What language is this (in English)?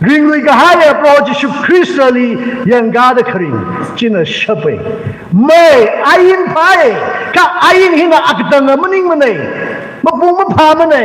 Tangkhul Naga (India)